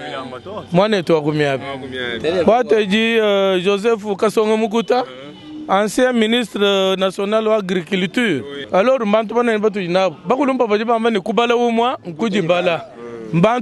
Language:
Luba-Lulua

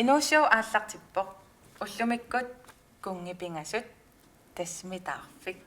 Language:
Kalaallisut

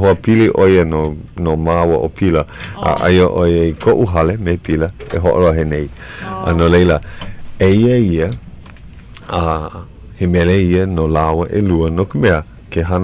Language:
Hawaiian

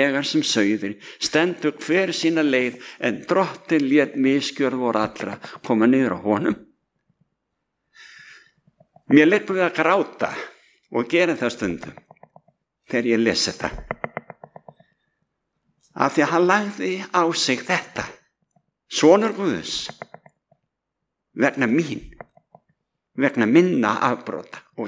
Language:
Icelandic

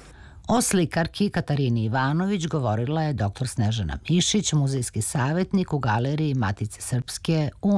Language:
Serbian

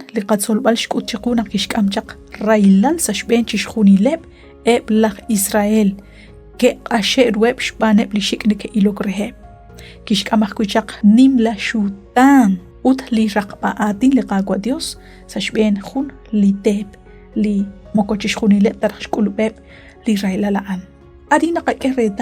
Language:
Kekchí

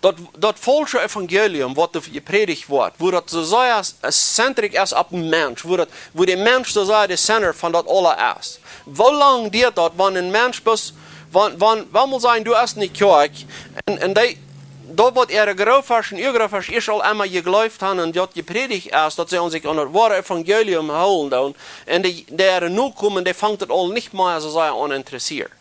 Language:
Plautdietsch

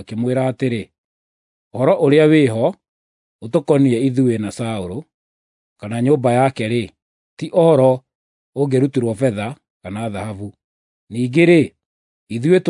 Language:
Kikuyu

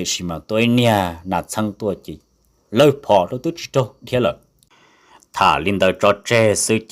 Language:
Hmong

